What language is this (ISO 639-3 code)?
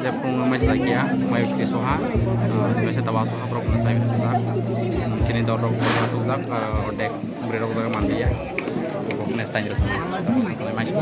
trp